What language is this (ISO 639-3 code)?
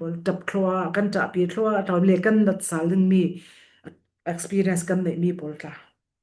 cfm